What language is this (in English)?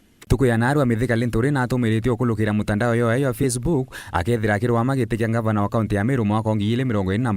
Meru